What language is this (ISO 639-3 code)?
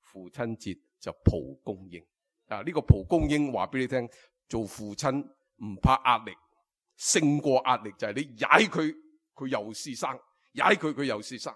yue